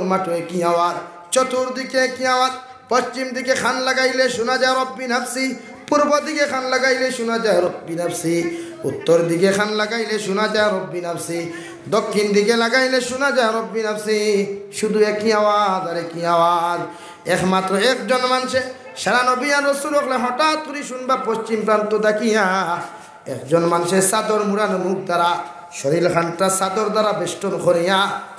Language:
Sylheti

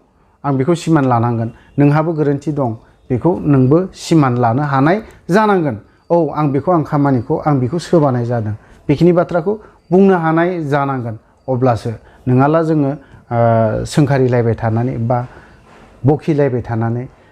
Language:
Bodo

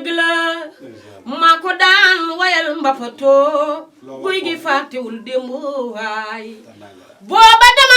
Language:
Wolof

